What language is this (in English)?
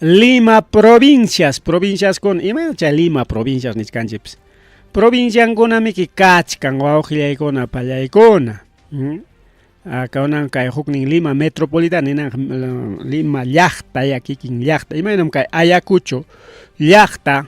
Ayacucho Quechua